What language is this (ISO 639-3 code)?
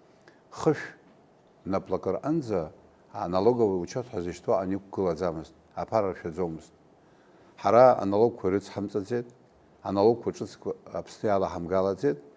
abk